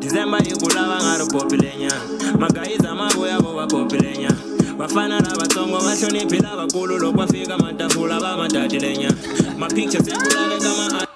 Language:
Tsonga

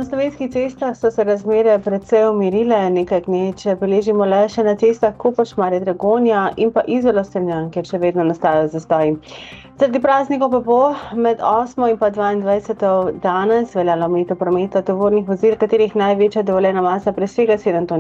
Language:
Slovenian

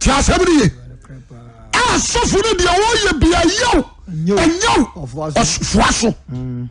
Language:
Akan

